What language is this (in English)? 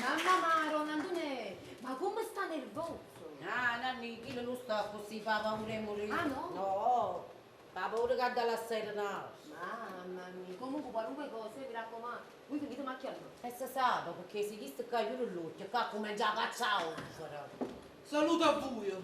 Neapolitan